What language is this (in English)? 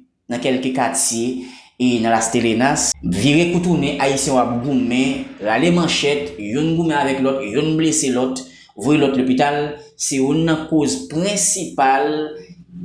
Haitian Creole